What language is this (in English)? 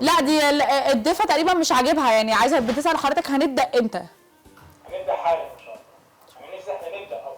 Egyptian Arabic